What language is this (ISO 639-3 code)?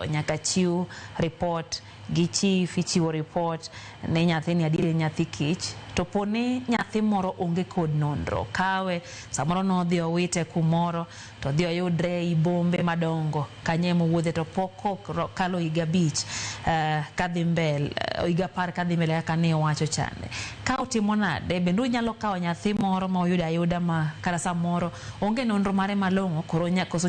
luo